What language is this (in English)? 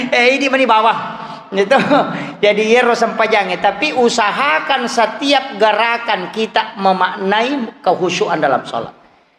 Buginese